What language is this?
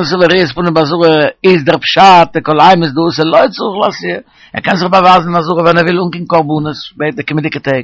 Yiddish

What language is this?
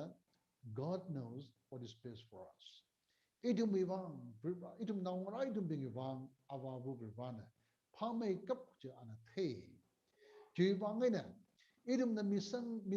Tangkhul Naga (India)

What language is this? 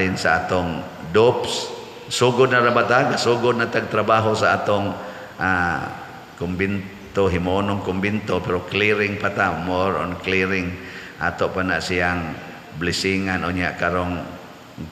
Cebuano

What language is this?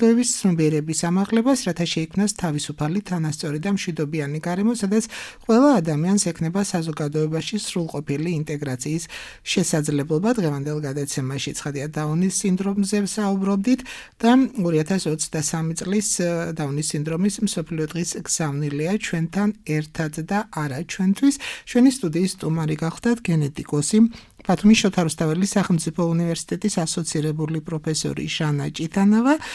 Georgian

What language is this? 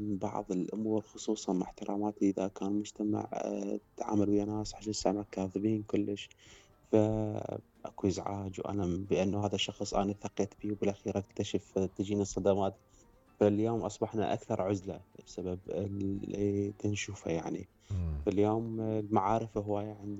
Mesopotamian Arabic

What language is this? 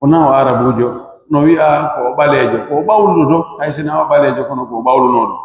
Fula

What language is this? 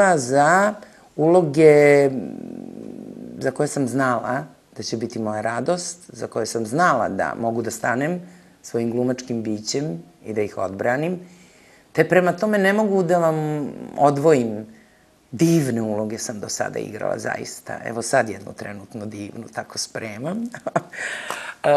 Serbian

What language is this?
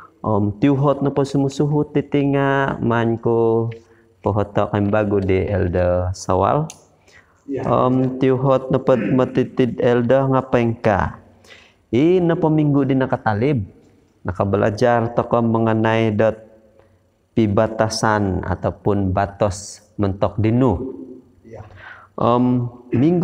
Central Dusun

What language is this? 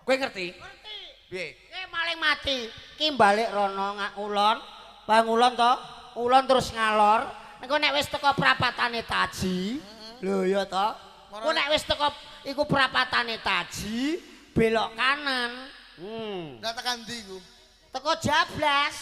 Javanese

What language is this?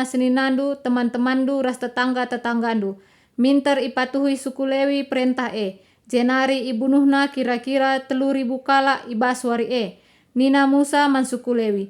Batak Karo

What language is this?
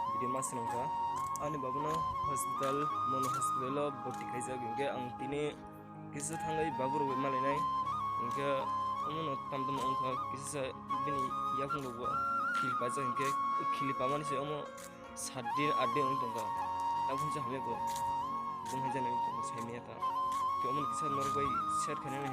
Kok Borok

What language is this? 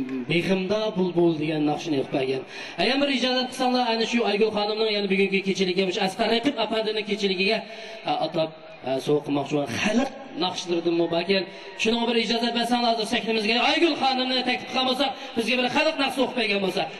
Uyghur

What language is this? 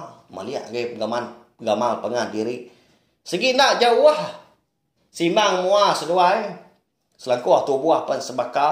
Iban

